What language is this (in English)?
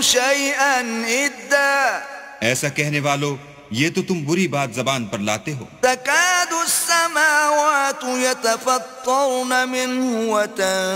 Urdu